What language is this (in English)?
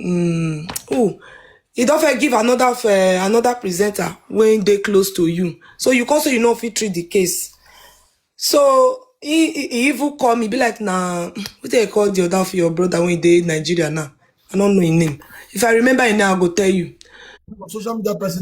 Nigerian Pidgin